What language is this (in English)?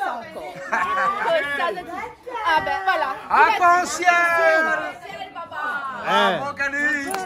Réunion Creole French